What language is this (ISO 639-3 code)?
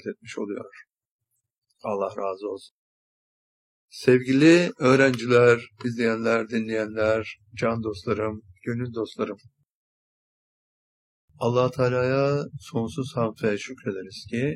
tur